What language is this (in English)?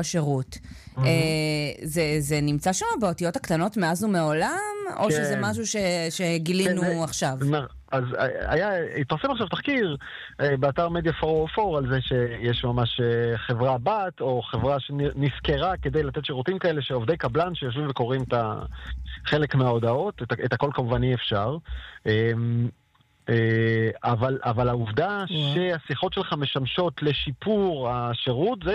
Hebrew